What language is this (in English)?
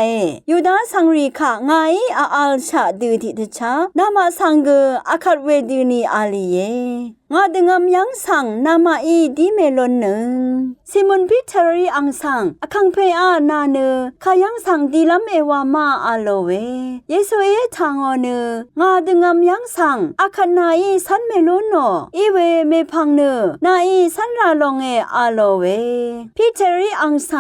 Rawang